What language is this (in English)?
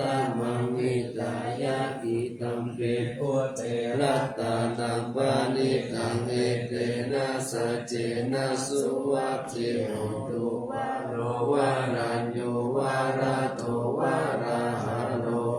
Pali